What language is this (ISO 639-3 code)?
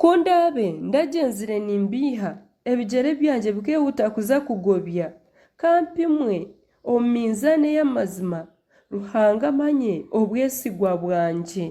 nyn